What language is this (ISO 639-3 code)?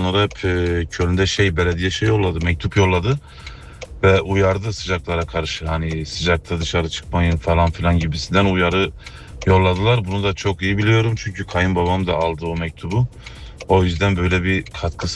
tur